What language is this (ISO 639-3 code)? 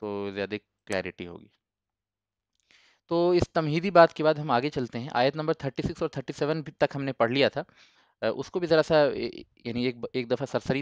urd